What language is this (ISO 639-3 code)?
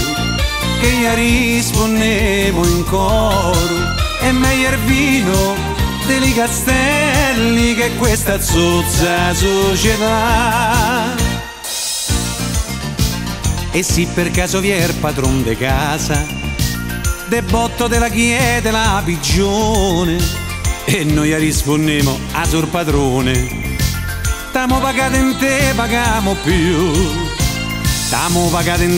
ita